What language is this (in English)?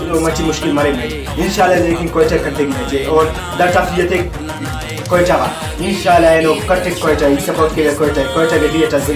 Brahui